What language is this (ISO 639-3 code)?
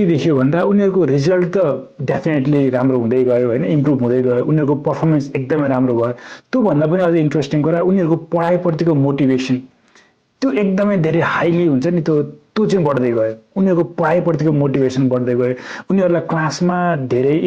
nep